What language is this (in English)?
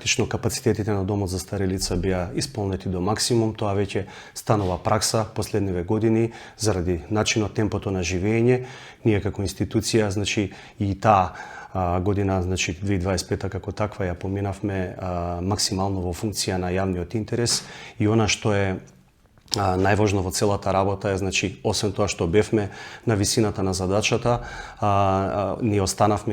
Macedonian